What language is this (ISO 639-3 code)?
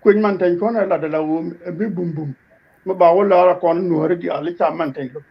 nus